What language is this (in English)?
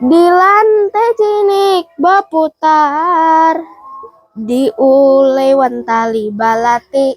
Banjar